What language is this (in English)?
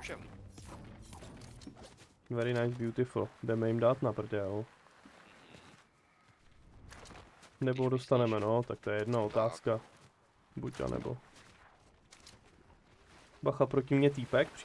Czech